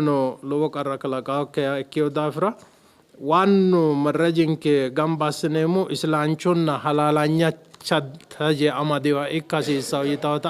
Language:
Sidamo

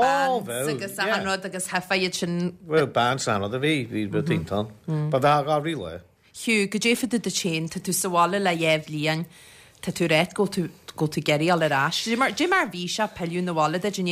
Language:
Irish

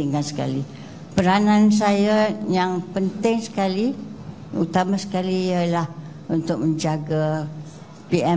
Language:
Malay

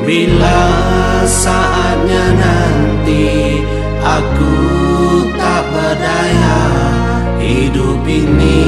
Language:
Iban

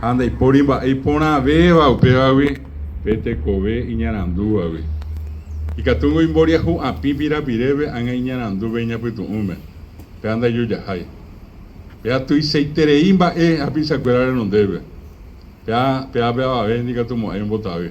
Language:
Guarani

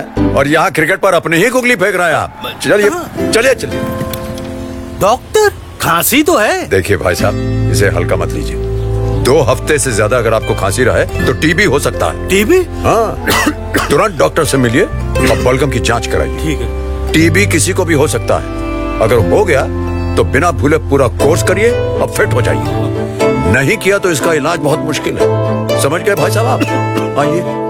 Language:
Hindi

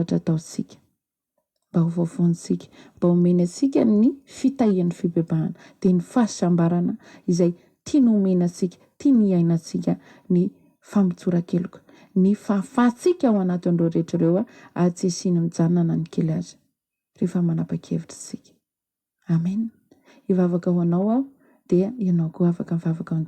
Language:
Malagasy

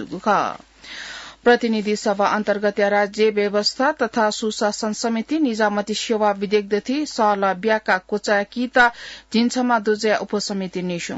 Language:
Newari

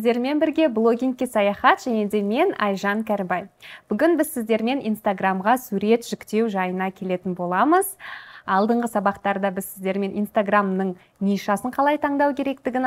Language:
Kazakh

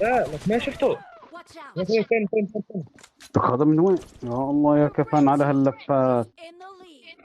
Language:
North Levantine Arabic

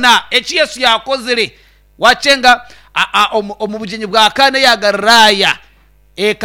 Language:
Nyankole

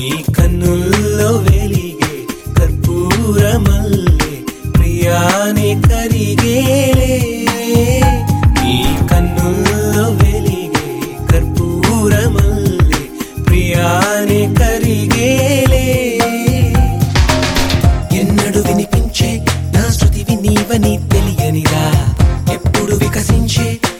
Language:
Telugu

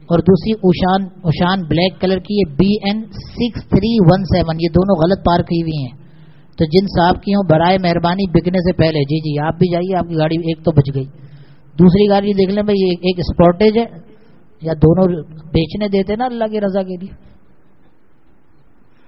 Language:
Urdu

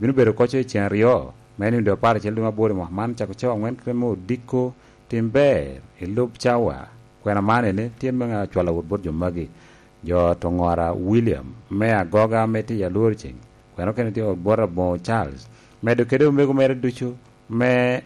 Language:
Lango (Uganda)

